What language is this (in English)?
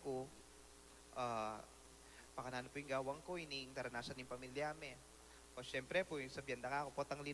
Pampanga